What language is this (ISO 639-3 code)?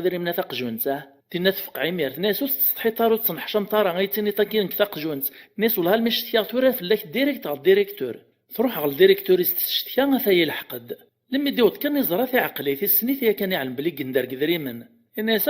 kab